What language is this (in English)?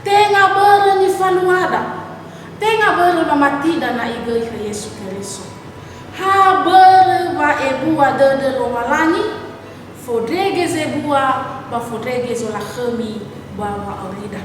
Nias